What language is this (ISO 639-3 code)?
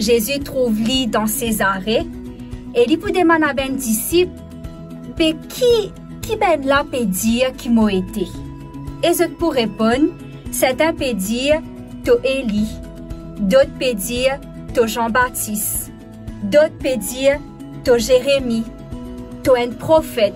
mfe